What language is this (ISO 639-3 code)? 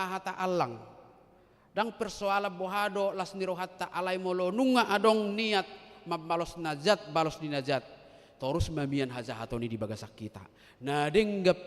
bbc